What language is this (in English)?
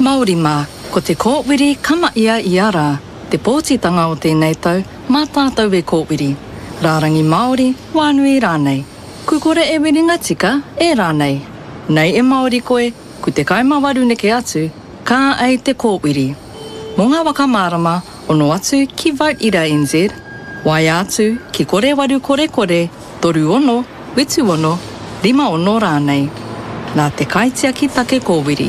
Māori